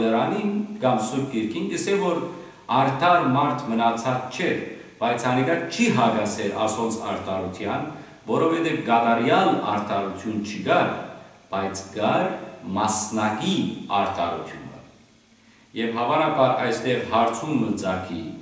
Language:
Western Armenian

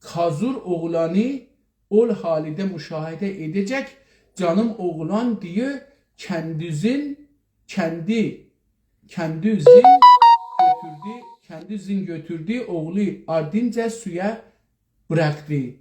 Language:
South Azerbaijani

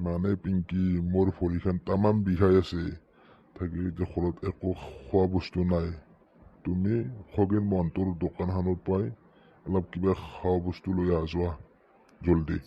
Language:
Assamese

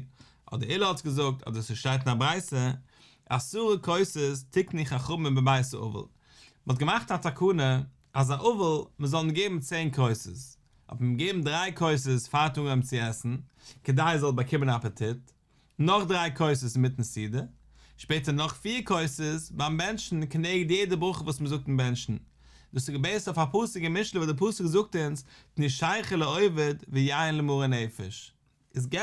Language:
Yiddish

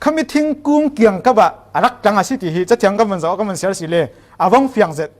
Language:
Falam Chin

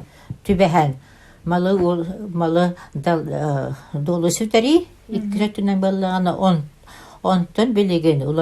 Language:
Yakut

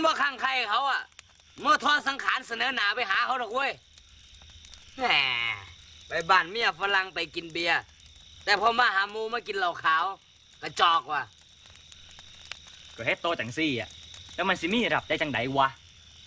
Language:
Thai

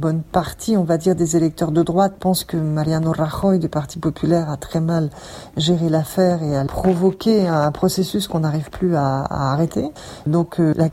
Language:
French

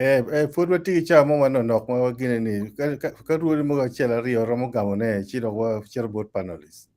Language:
Acoli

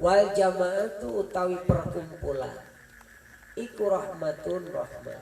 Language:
Sundanese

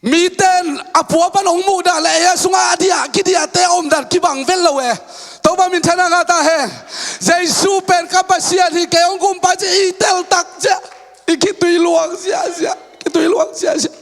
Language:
Tedim Chin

